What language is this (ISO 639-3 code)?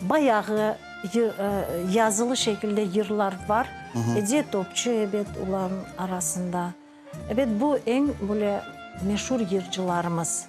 crh